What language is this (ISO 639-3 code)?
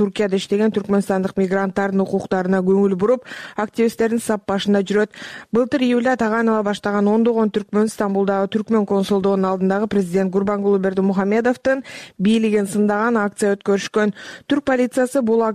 kir